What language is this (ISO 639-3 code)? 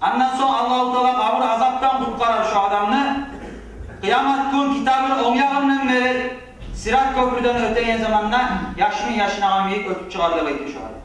kum